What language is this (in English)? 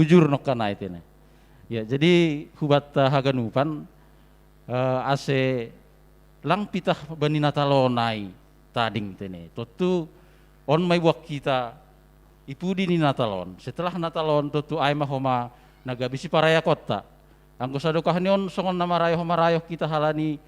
Batak Simalungun